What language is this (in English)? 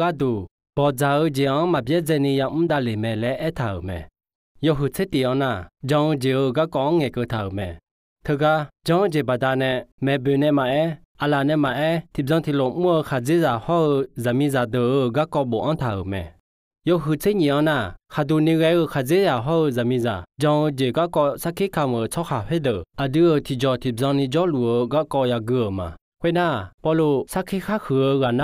Akha